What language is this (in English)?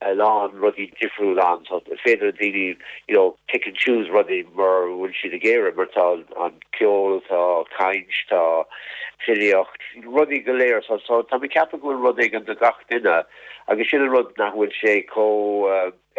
Irish